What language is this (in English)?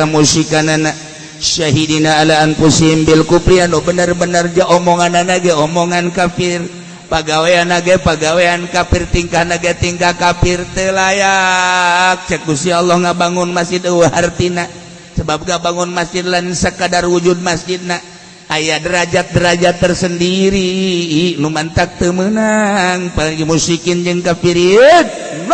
Sundanese